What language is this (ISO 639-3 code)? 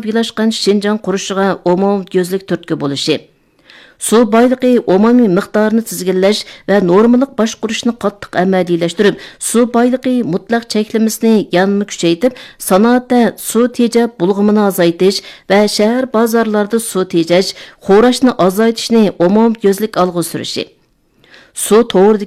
uig